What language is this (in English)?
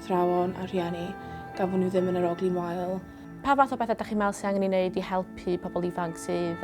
Welsh